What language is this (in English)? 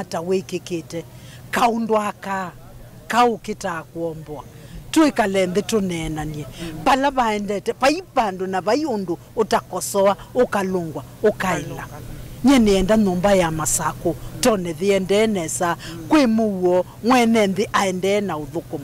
Kamba